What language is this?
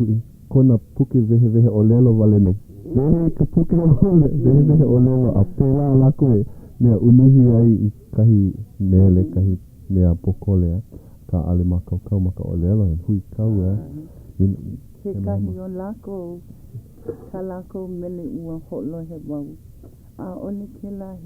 Hawaiian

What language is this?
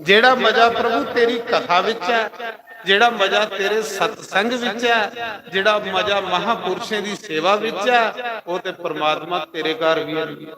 Dogri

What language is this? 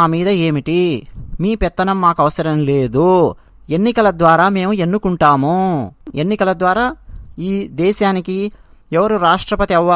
Telugu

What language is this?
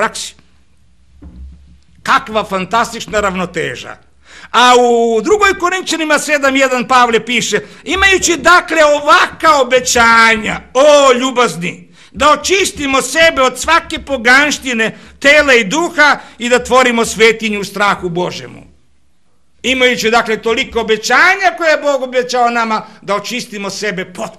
Serbian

